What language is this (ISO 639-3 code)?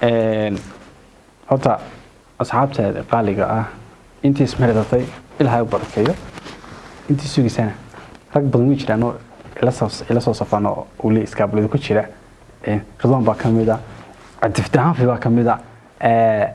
som